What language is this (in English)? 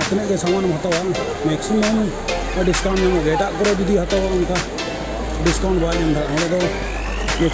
Santali